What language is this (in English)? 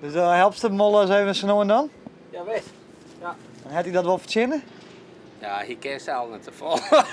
Western Frisian